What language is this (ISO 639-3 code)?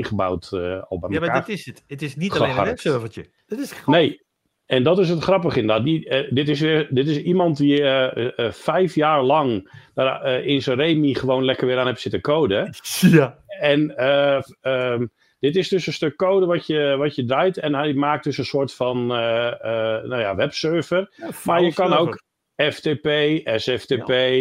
nld